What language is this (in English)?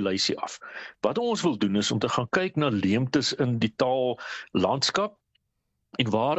Afrikaans